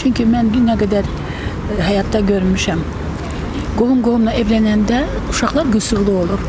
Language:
Azerbaijani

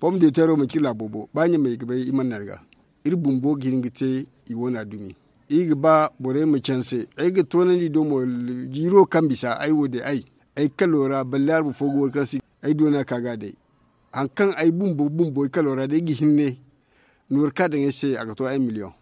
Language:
Zarma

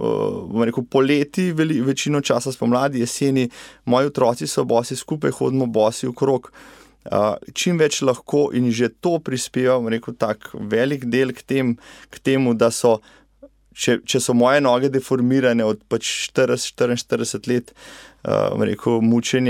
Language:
Slovenian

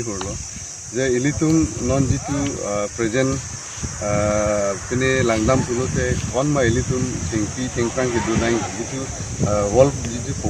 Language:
Karbi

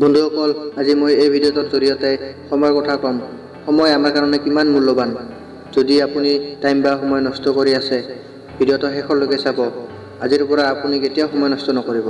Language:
Assamese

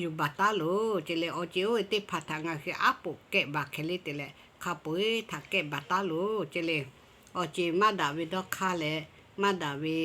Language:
Lahu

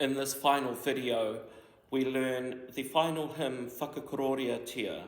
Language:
Māori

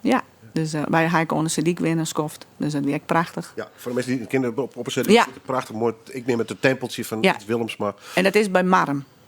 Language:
Western Frisian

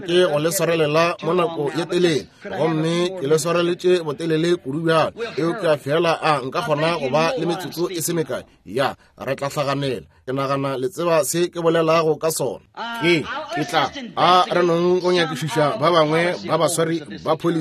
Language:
Northern Sotho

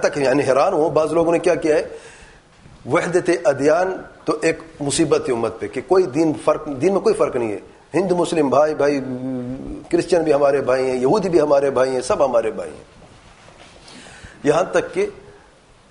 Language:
Urdu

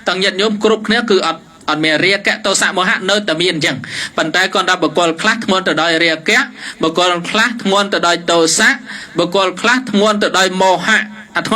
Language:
Khmer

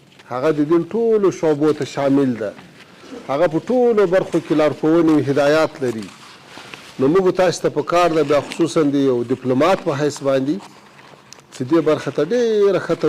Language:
Pashto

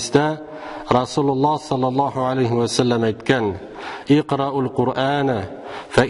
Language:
Tatar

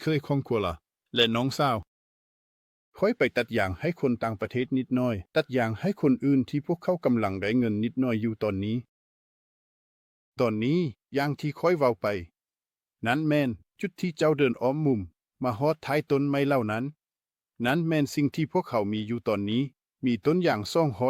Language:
Lao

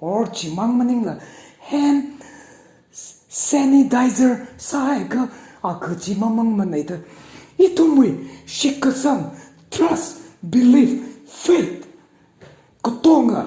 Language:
Tangkhul Naga (India)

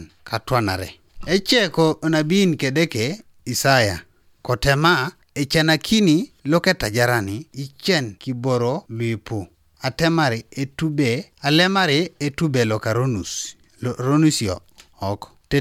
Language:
Teso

